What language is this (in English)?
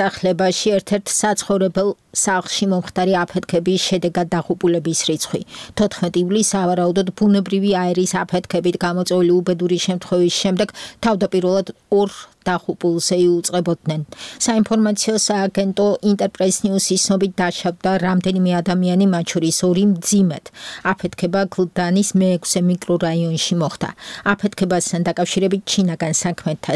Georgian